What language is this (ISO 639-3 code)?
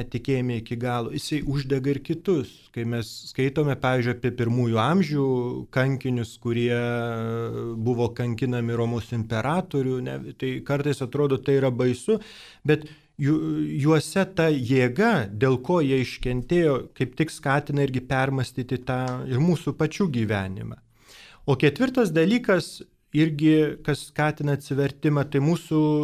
lit